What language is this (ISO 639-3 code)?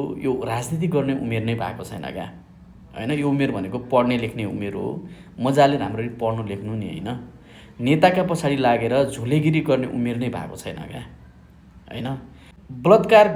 nep